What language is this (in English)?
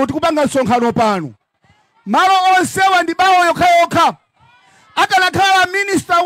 Nyanja